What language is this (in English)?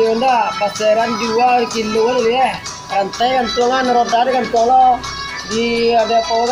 Minangkabau